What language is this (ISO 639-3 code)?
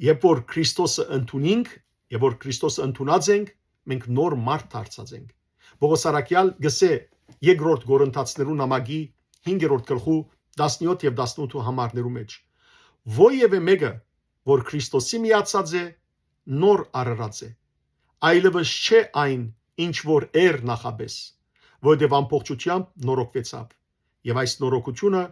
hyw